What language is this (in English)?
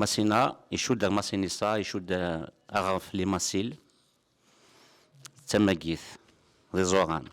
Kabyle